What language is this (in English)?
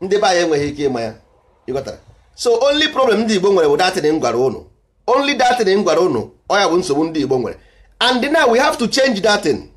Igbo